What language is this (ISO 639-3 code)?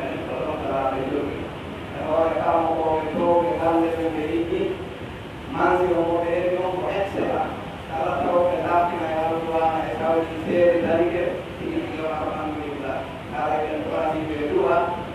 fuf